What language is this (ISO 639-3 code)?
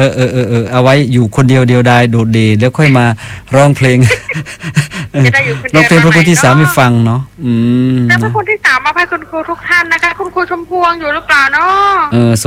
tha